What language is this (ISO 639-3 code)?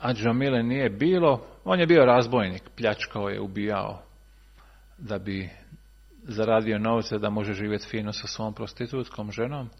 srp